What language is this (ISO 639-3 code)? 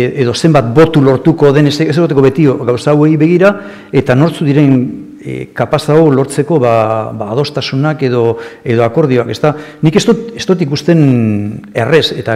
eus